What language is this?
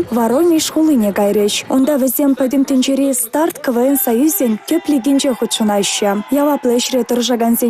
Chuvash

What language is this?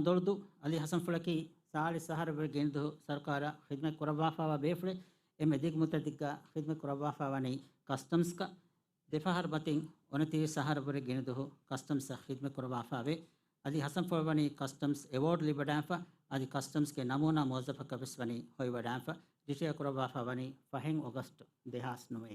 Divehi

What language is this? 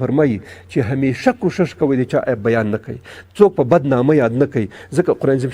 Pashto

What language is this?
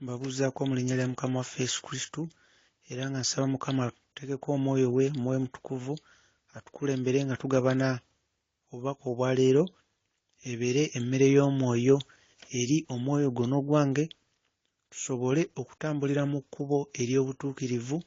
Ganda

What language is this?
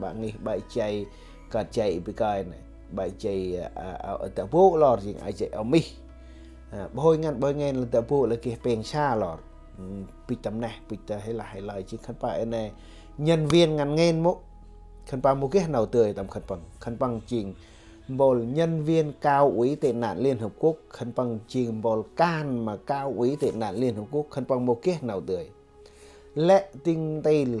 Central Mnong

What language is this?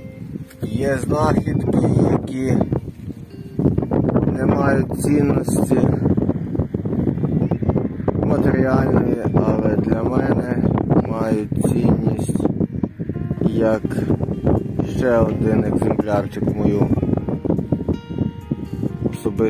Ukrainian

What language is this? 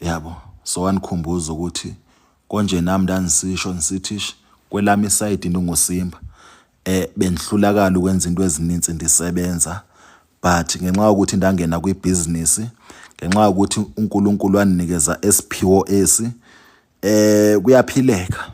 Zulu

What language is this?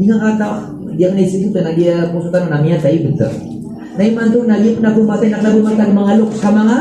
Maranao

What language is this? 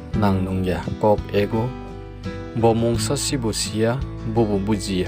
Kok Borok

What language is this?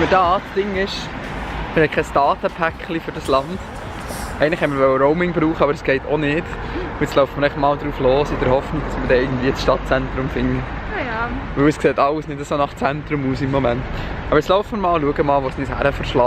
Swiss German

